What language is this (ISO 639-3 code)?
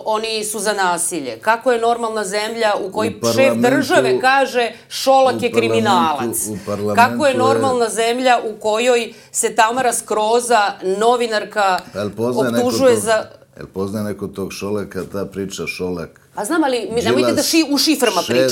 srp